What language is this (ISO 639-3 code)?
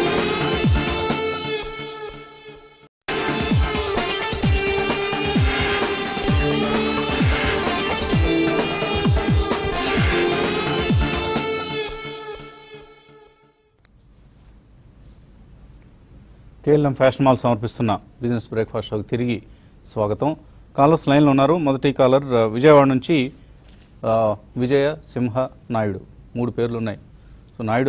tel